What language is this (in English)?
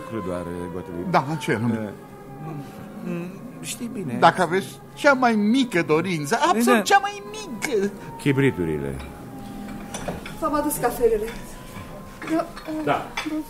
Romanian